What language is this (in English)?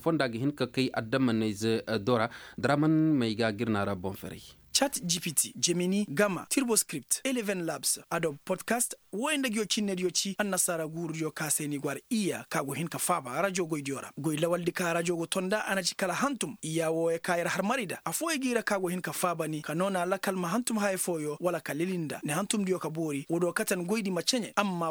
Koyraboro Senni